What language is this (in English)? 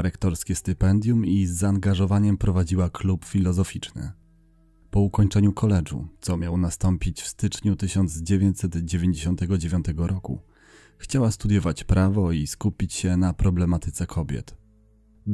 Polish